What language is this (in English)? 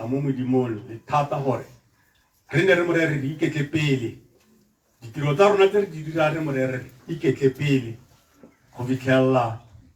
Tswana